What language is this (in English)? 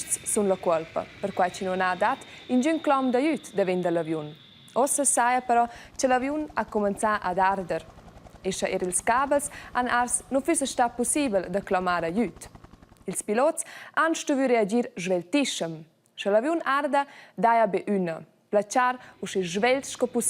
Romansh